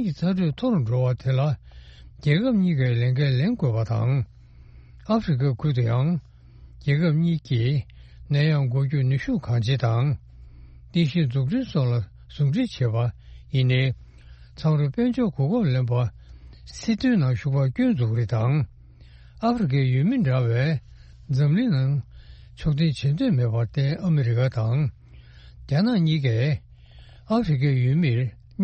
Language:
Tibetan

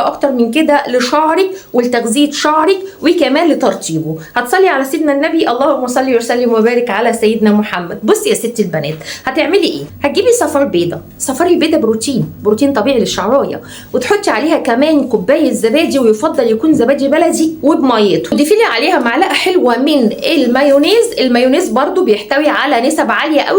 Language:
Egyptian Arabic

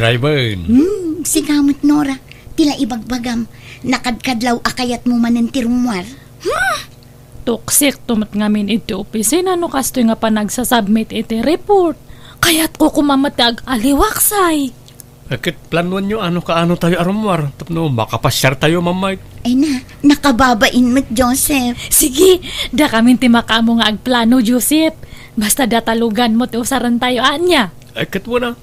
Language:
Iloko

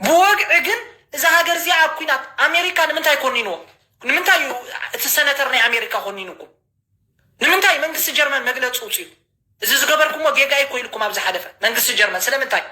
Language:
Tigrinya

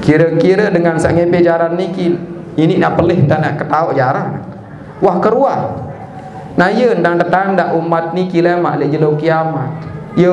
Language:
Sasak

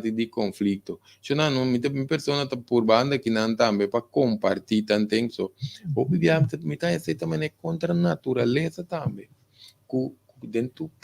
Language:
Papiamento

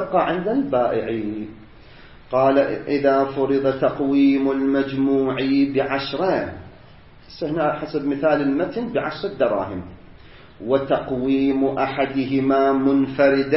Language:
Arabic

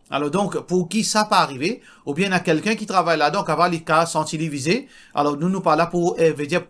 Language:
Morisyen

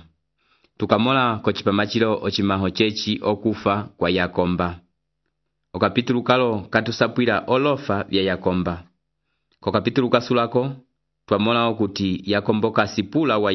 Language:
Umbundu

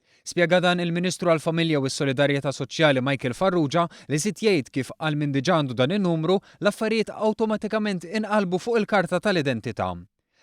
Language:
Maltese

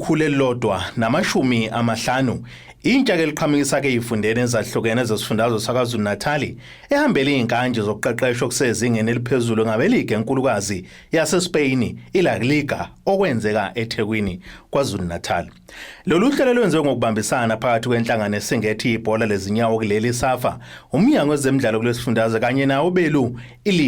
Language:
Zulu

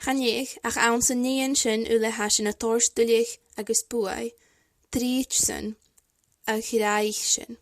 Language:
Scottish Gaelic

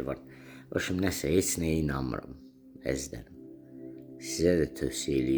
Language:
Azerbaijani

